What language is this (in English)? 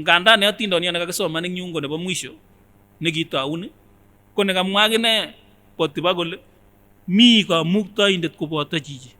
Kipsigis